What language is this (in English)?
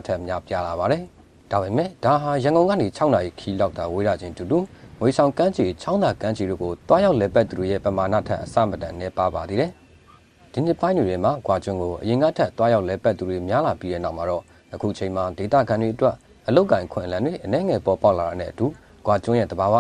Burmese